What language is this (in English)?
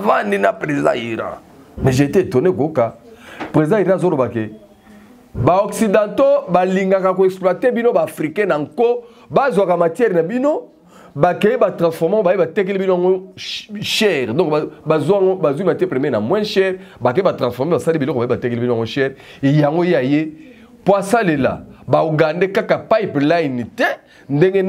Lingala